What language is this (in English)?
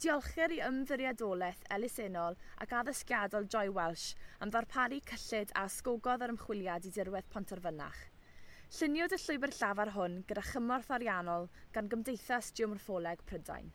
Welsh